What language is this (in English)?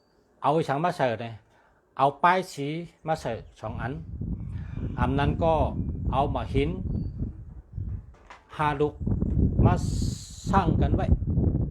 Shan